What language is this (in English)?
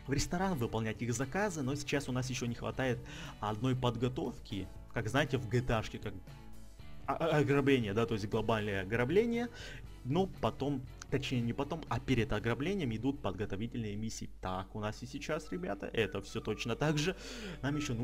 Russian